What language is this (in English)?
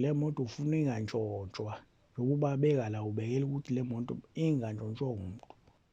Zulu